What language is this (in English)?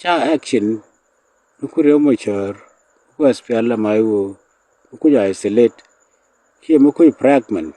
Nuer